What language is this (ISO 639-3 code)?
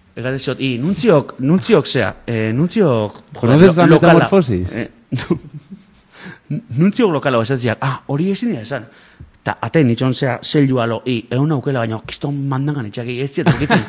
eus